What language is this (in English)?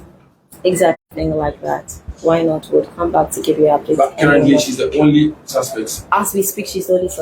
Ewe